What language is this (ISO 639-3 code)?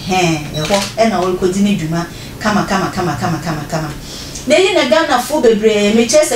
aka